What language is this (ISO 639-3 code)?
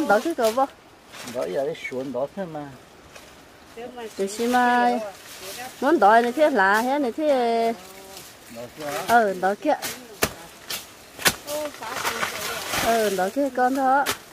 vie